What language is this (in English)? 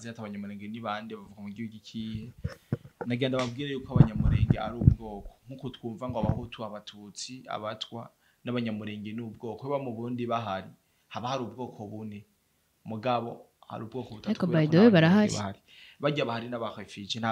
Rundi